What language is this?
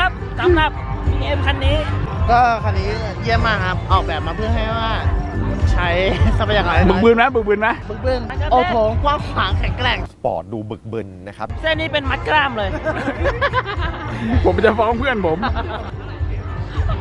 Thai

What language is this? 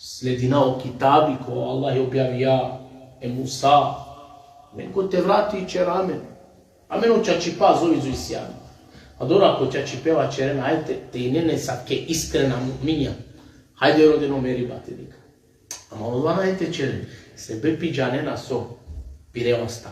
Balkan Romani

